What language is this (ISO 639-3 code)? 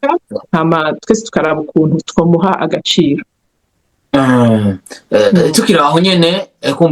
run